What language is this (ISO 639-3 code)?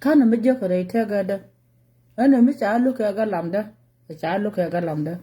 nus